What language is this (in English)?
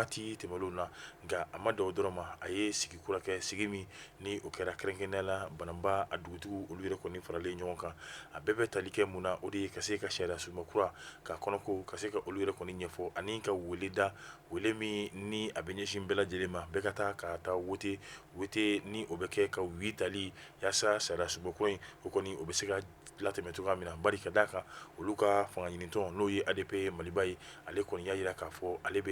Bambara